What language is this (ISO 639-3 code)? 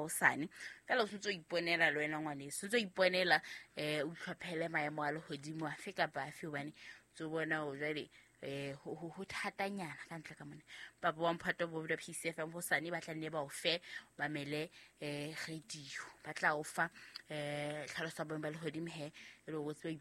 sot